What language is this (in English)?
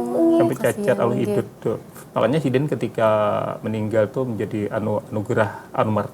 Banjar